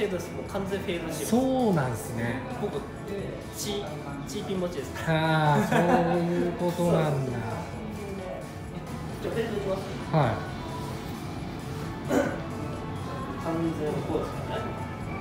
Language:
Japanese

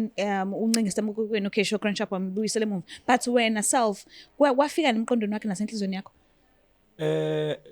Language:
Zulu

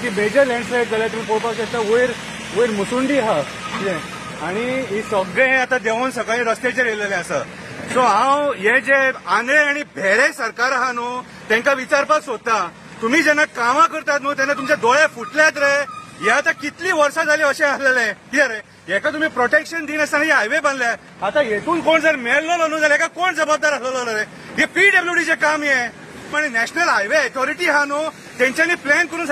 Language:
Konkani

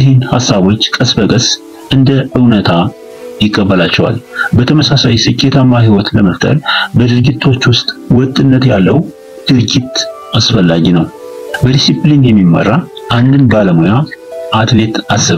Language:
Amharic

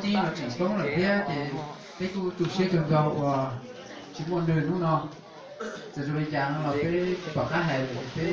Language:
Hmong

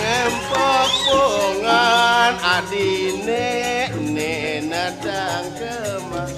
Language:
Balinese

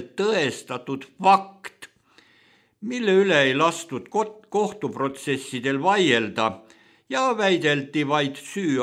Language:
Estonian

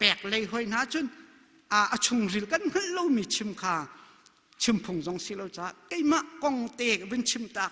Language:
Hakha Chin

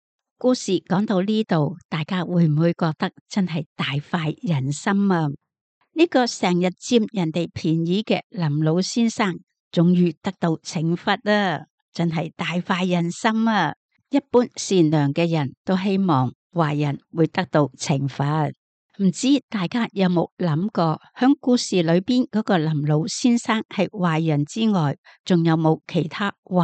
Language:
Cantonese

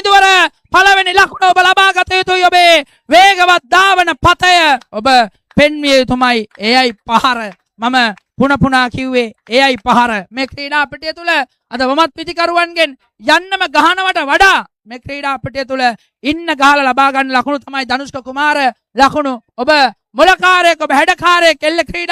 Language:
Sinhala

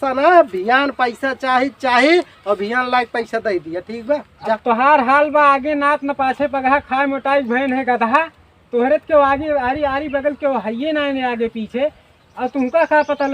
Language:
Awadhi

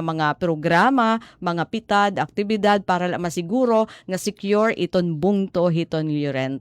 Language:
Waray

